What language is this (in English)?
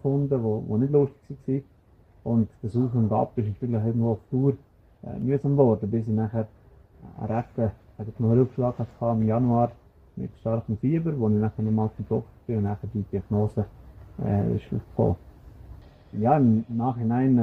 Swiss German